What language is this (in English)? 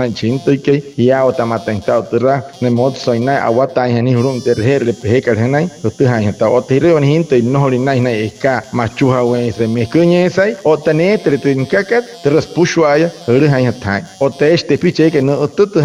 Wayuu